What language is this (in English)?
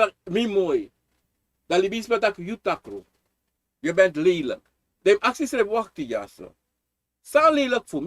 Sranan Tongo